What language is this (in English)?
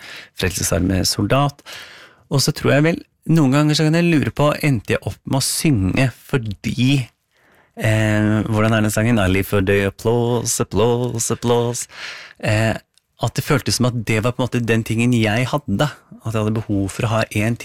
Norwegian